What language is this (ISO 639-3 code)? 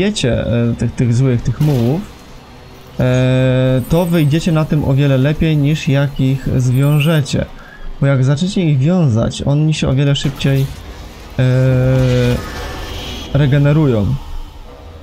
pol